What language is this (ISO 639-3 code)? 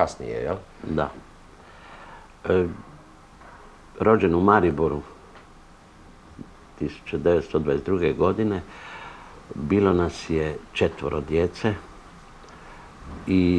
hrv